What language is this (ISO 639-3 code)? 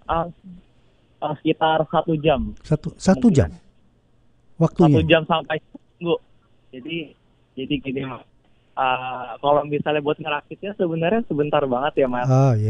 ind